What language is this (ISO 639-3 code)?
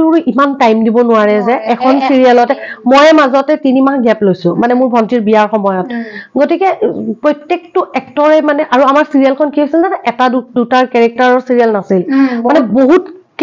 asm